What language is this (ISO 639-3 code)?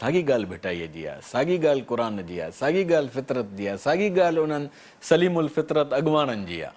snd